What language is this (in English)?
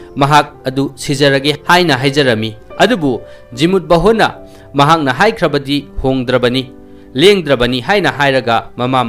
Manipuri